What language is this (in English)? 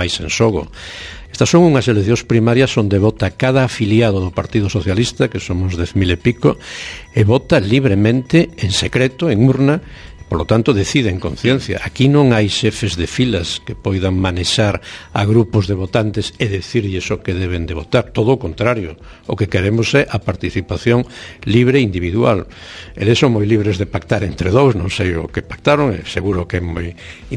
Galician